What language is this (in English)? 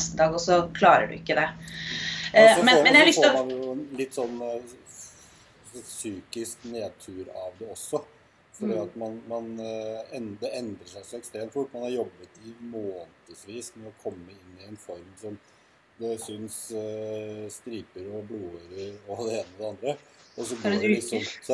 Norwegian